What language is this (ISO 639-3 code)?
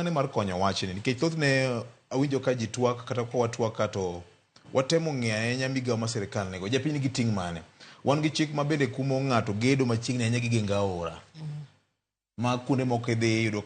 luo